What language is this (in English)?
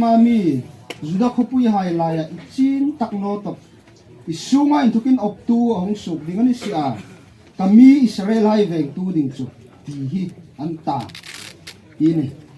Hmar